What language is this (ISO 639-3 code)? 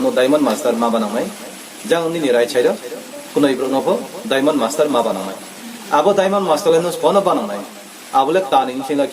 ria